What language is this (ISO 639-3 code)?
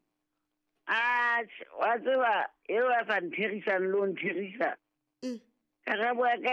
sot